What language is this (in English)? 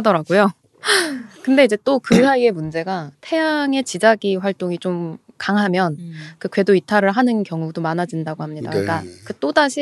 Korean